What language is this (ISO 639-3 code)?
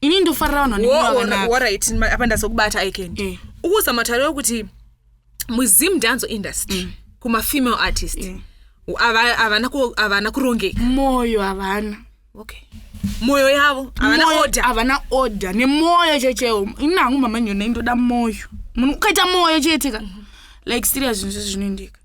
sna